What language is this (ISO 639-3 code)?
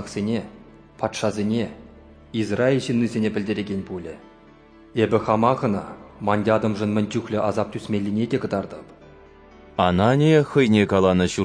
chv